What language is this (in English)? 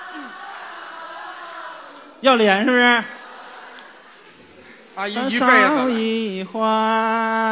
Chinese